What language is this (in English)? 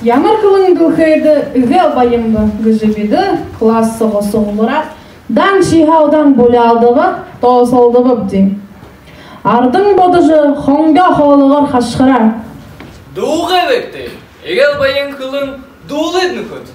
Buriat